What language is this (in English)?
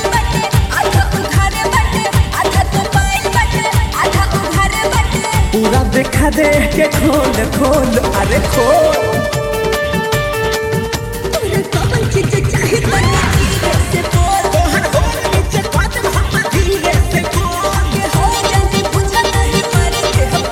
Bhojpuri